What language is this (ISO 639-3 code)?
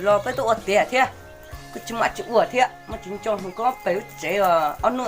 hmn